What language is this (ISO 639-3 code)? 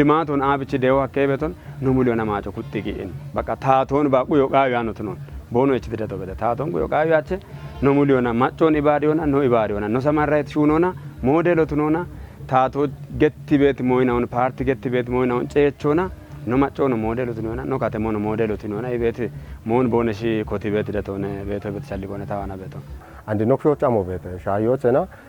kbr